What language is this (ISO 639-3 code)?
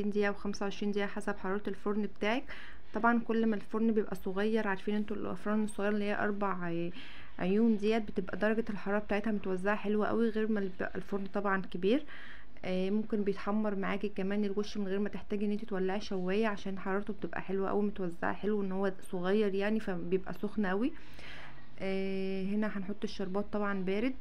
arz